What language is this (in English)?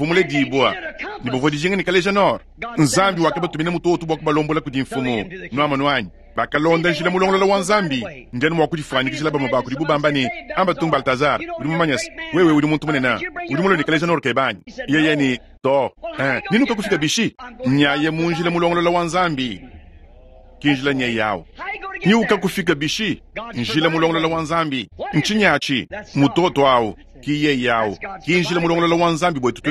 Luba-Lulua